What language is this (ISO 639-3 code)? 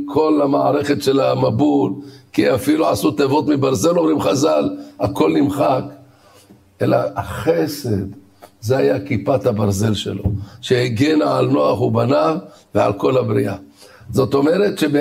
heb